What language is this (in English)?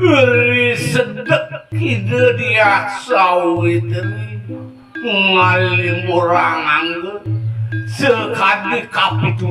Balinese